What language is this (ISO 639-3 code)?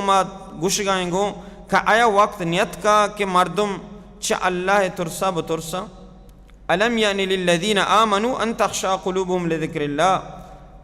bal